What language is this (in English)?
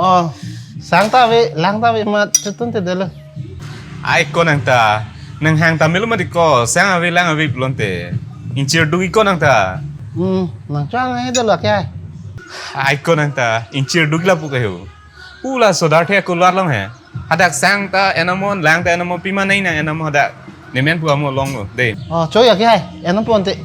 Karbi